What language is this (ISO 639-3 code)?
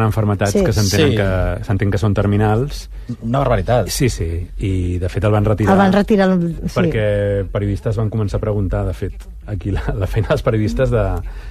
cat